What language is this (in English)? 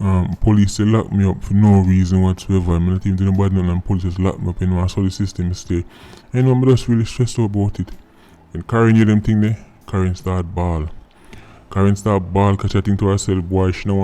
Jamaican Creole English